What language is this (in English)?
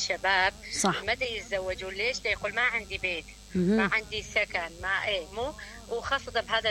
Mesopotamian Arabic